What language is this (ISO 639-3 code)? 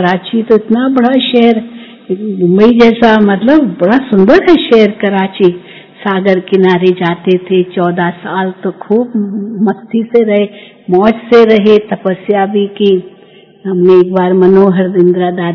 hin